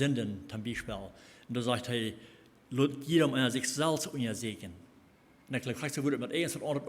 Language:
Plautdietsch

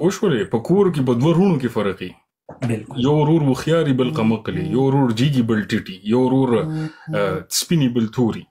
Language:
Pashto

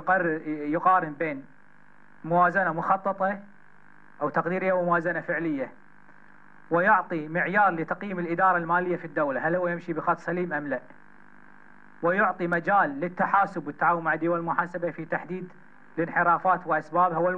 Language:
Gulf Arabic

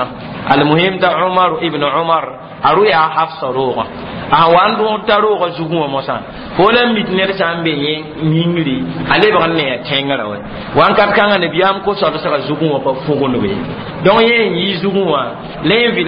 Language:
Mossi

